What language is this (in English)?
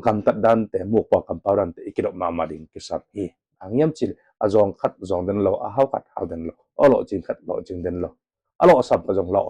Tedim Chin